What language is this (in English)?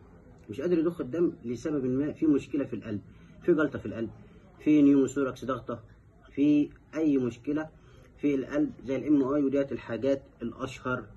Egyptian Arabic